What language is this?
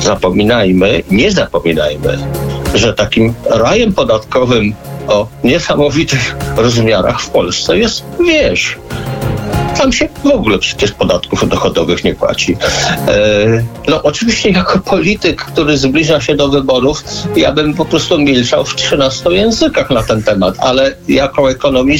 Polish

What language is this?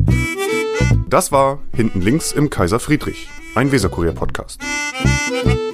German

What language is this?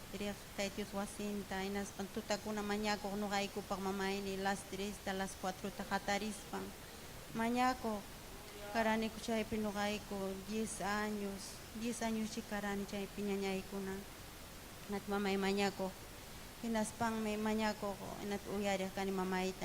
Ayacucho Quechua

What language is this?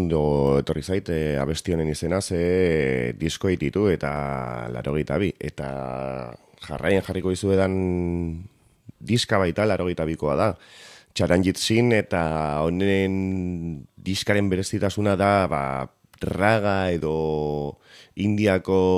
Basque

